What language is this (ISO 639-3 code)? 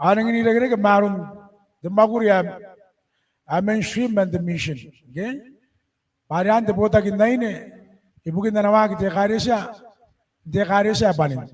gil